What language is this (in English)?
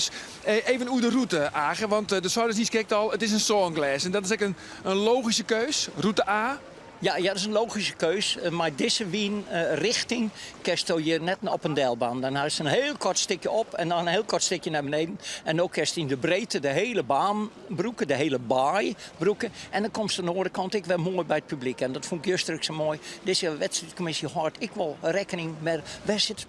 Western Frisian